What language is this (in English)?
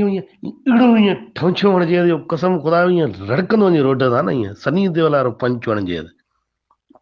Sindhi